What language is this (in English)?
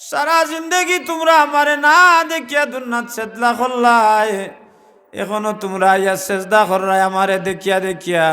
Sylheti